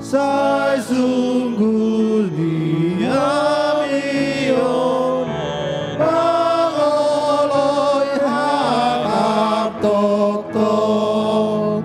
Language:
Batak Toba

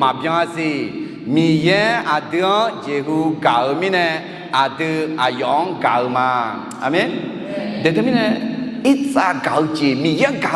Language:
Akha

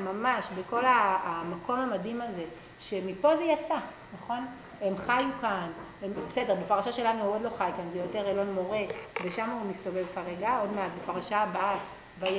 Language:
Hebrew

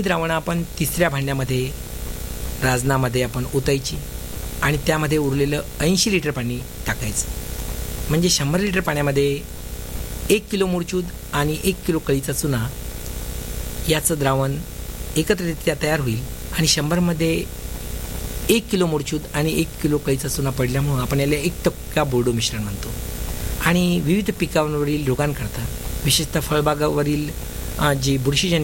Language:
Marathi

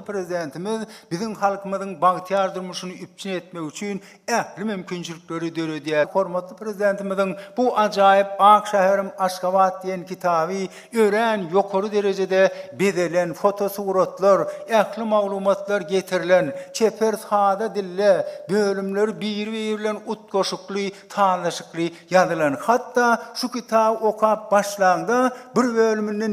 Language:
Turkmen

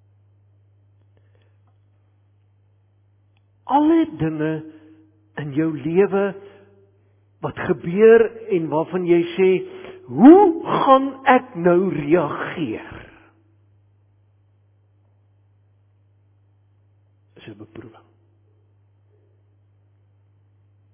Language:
Afrikaans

